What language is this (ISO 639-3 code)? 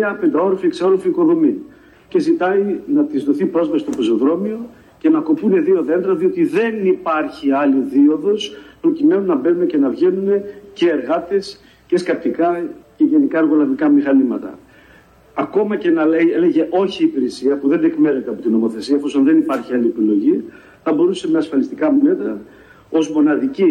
ell